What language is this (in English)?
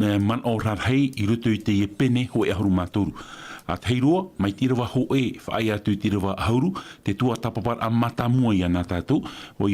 Tahitian